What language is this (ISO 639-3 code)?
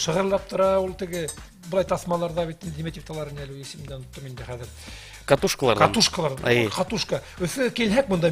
bak